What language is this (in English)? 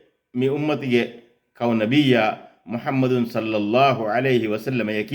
Divehi